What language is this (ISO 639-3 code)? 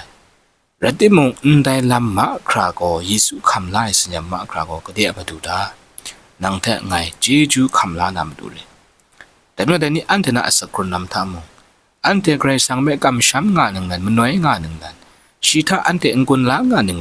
kac